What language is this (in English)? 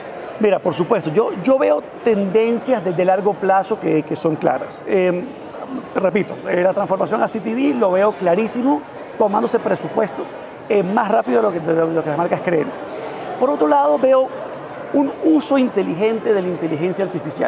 Spanish